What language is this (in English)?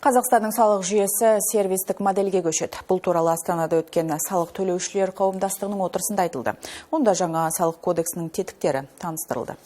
Kazakh